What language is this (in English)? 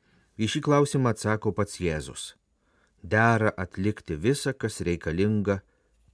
Lithuanian